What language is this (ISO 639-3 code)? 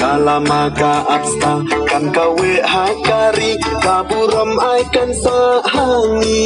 kha